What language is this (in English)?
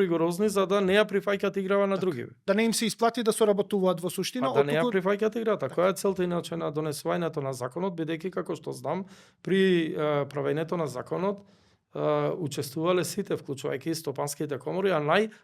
Macedonian